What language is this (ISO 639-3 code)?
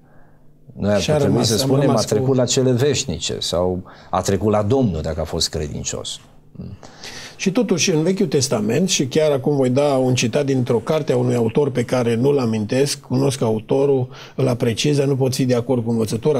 ron